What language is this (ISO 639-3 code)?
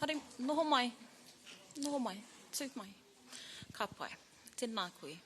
mri